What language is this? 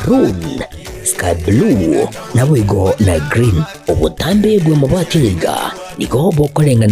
Gusii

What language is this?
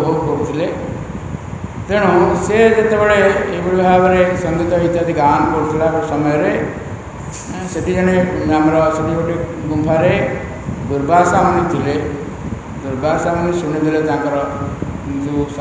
Odia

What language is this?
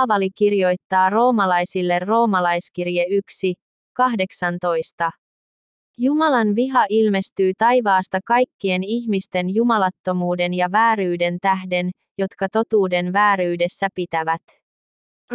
Finnish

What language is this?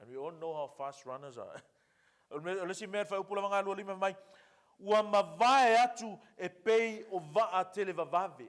Samoan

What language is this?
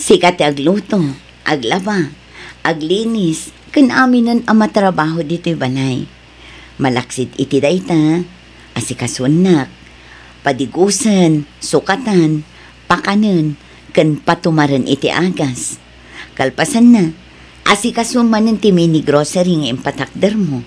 Iloko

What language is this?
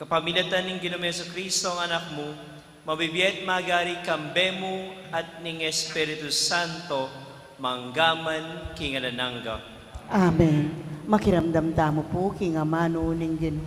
Pampanga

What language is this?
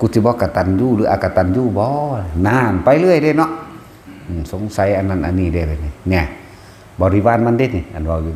Northeastern Thai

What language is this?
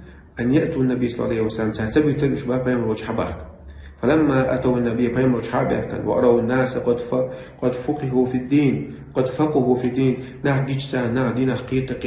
Chechen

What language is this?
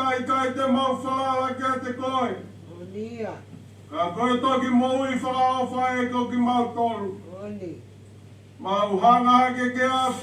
Tongan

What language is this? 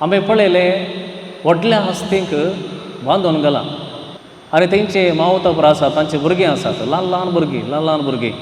Konkani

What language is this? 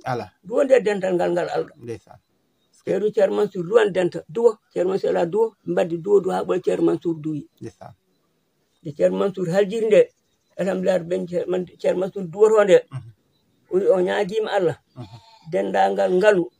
Fula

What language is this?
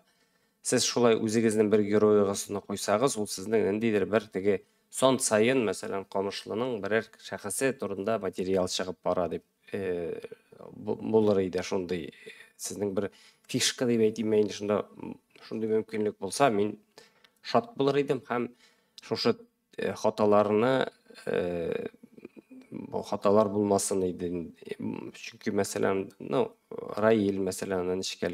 Tatar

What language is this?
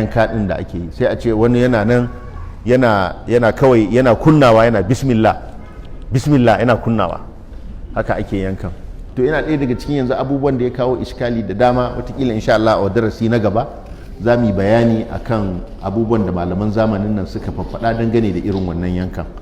Hausa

